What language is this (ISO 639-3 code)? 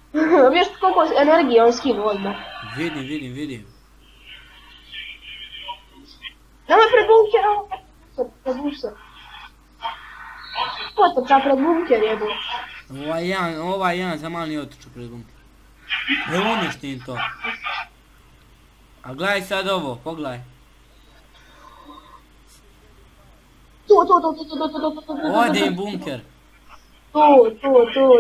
hrv